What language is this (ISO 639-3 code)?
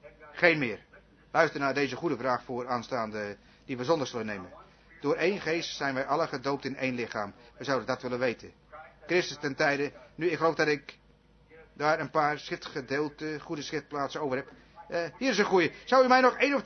nld